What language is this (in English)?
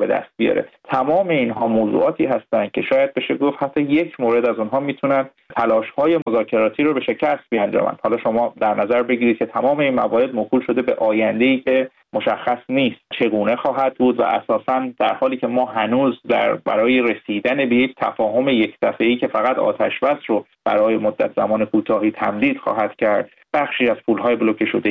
Persian